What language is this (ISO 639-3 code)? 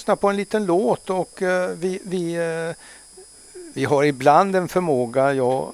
swe